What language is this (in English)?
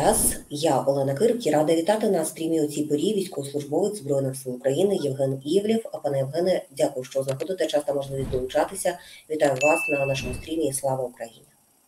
Ukrainian